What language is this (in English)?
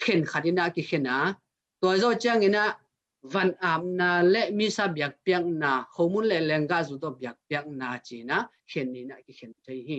Tedim Chin